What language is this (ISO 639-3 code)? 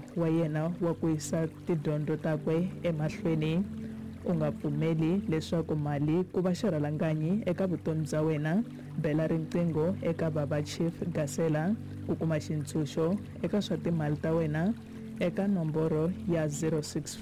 tso